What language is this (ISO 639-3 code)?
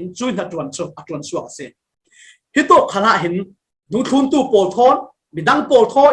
cfm